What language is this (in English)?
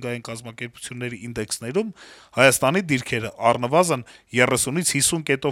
Armenian